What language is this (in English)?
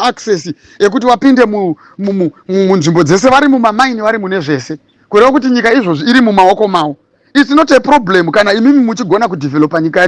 Shona